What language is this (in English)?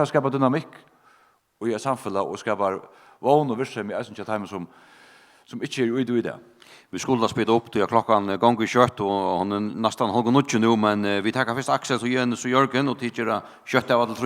Faroese